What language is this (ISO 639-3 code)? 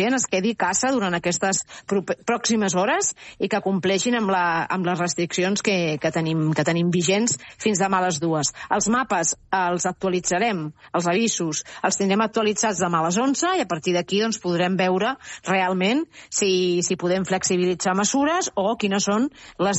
cat